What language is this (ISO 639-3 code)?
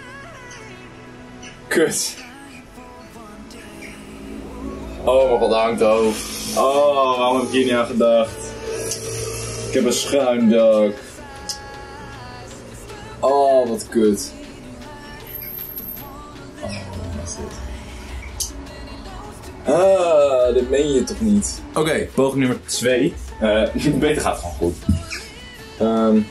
nld